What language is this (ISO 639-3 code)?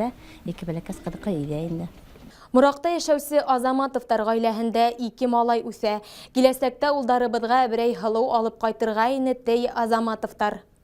bak